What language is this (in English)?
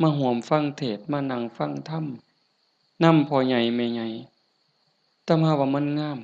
Lao